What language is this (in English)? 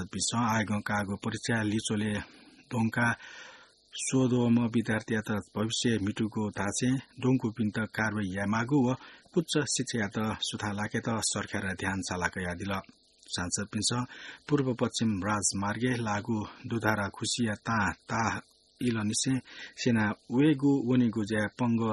Newari